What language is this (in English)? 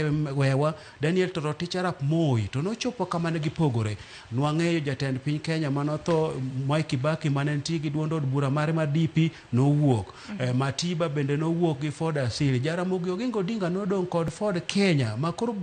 Luo (Kenya and Tanzania)